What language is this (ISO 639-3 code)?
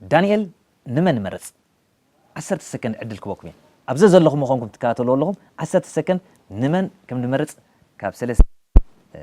tir